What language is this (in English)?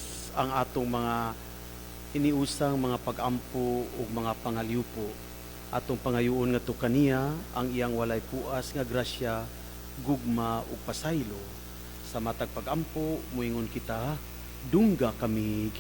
Cebuano